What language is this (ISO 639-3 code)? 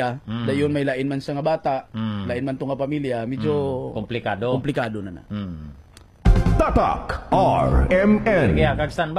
hil